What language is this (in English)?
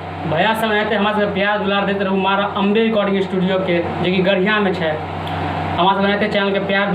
Maithili